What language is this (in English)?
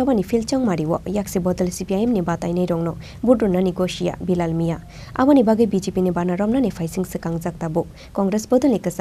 Kok Borok